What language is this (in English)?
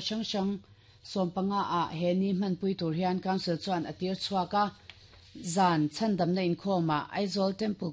Mizo